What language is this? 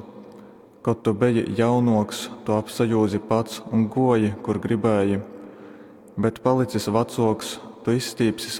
Latgalian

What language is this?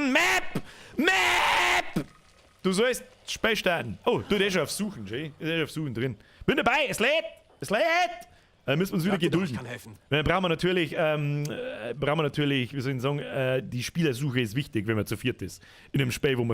Bavarian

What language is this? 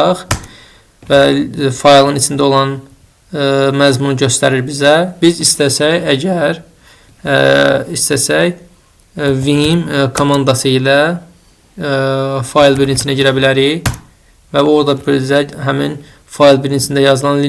Azerbaijani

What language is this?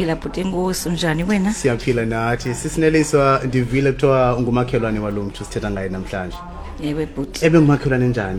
Xhosa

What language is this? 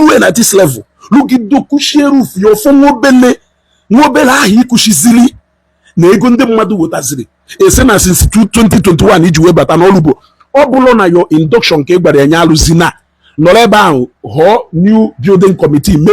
Igbo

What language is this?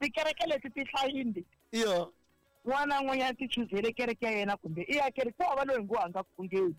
Tsonga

